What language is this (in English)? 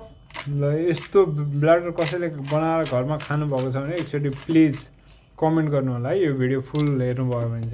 Nepali